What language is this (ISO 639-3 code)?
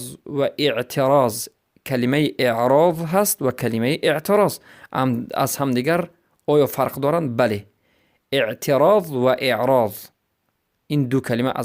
fas